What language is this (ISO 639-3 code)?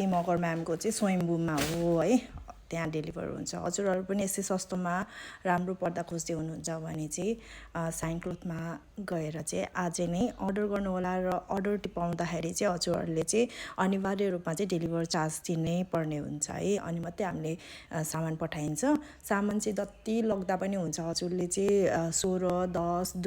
nep